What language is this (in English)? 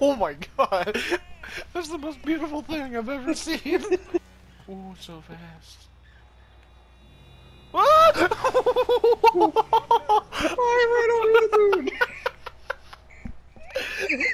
English